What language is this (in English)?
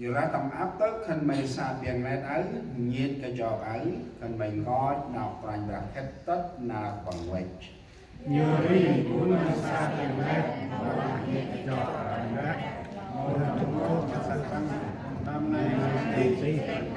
Central Mnong